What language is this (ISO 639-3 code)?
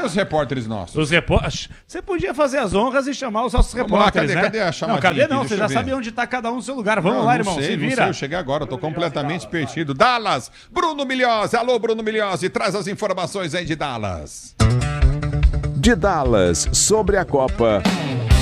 por